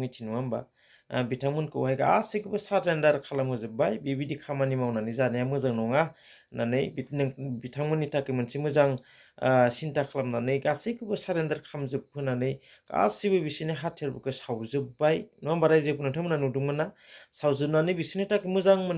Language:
Bodo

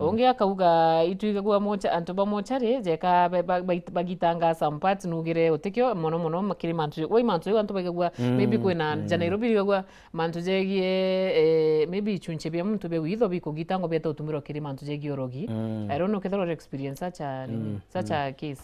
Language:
Meru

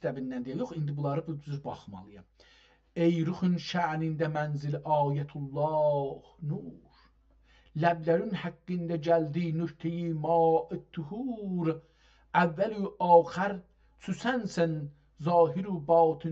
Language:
South Azerbaijani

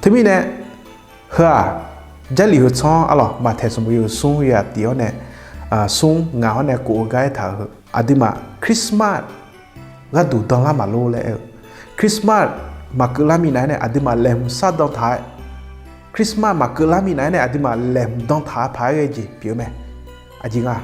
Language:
Akha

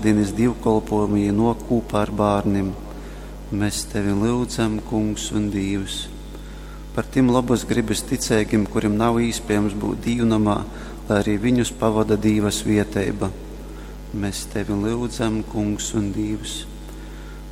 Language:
Latgalian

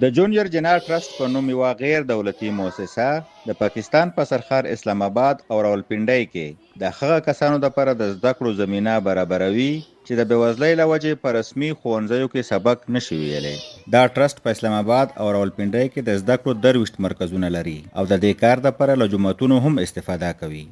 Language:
Pashto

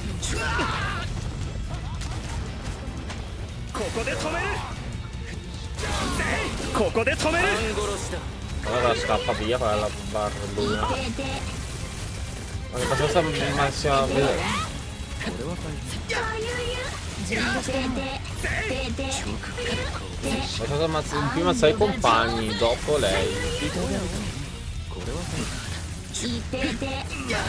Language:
Italian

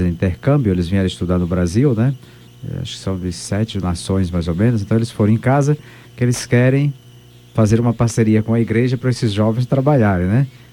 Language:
Portuguese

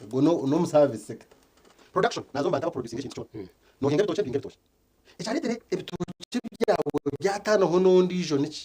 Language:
Nyankole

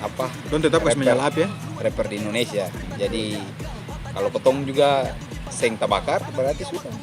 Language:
Ambonese Malay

